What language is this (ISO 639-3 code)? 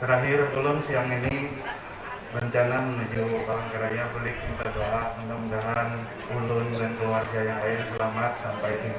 bjn